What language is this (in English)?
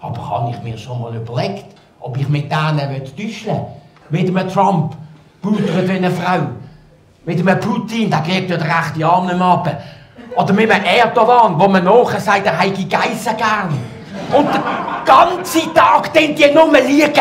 Swiss German